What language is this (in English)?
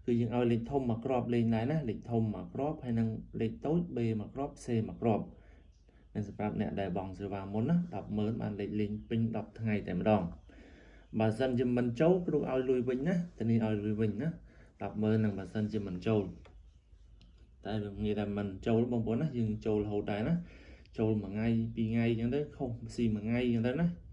Khmer